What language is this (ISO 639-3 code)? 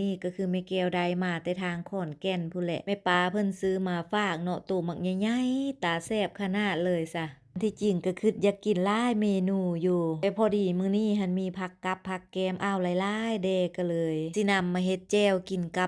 lao